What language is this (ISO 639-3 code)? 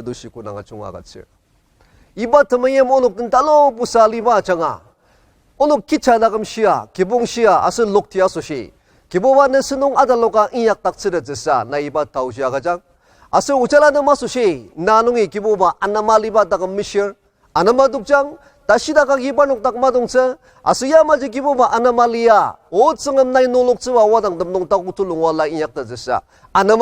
njo